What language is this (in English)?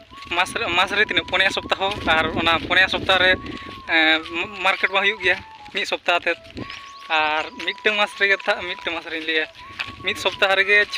Santali